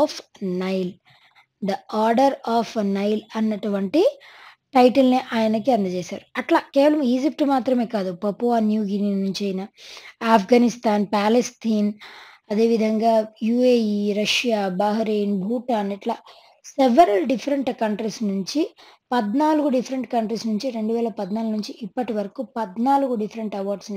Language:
Telugu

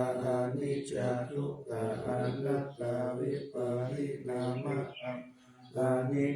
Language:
Pali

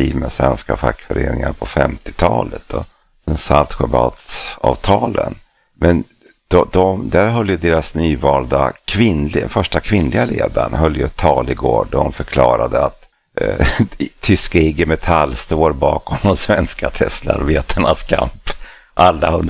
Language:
Swedish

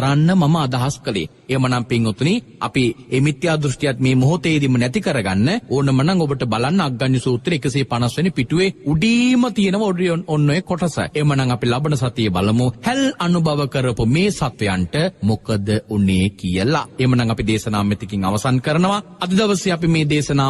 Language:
Sinhala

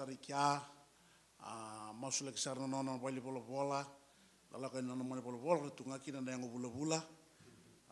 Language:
Fijian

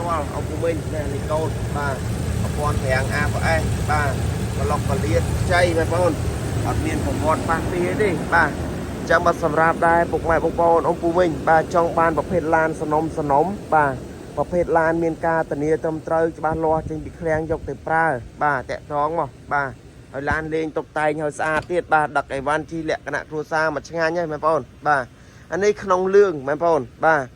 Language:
Khmer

